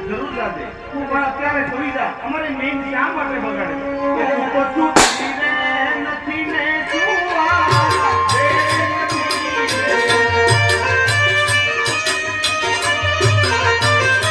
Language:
Gujarati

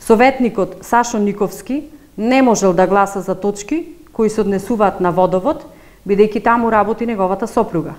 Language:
Macedonian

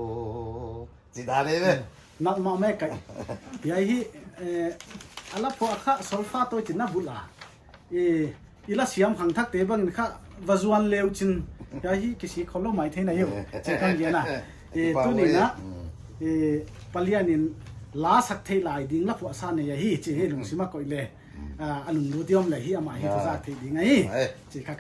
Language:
Paite Chin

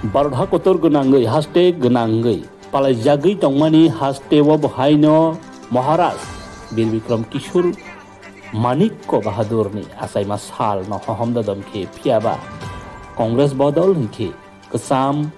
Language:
Kok Borok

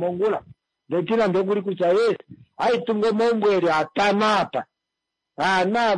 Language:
Kuanyama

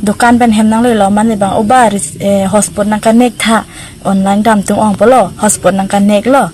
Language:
Karbi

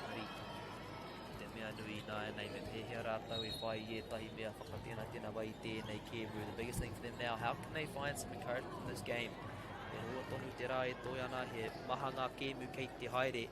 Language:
Māori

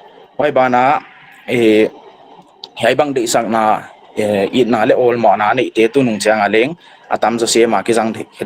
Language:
Paite Chin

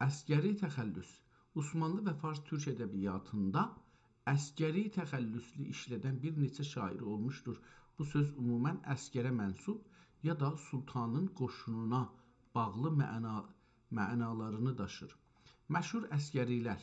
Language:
South Azerbaijani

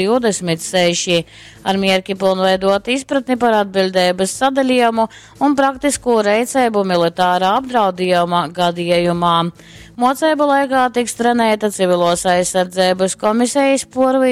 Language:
Latgalian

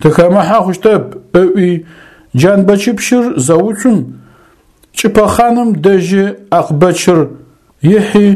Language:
Adyghe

